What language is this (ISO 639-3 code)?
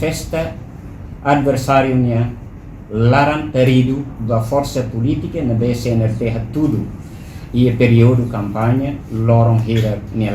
tet